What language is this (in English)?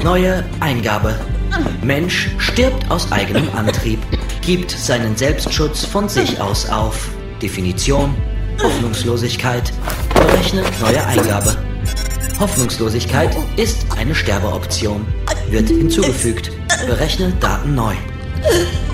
German